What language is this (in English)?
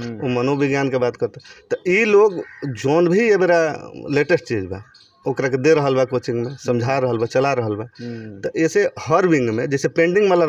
Bhojpuri